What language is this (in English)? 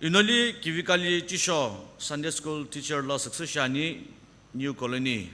Sumi Naga